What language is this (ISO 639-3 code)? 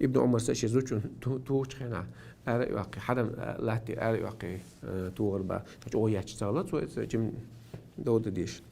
che